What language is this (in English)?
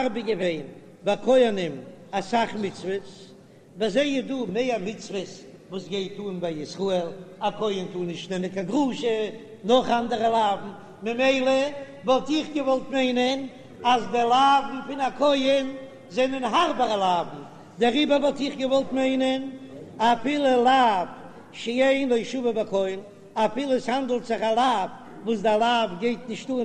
Yiddish